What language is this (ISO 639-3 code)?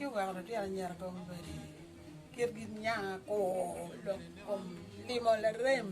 ach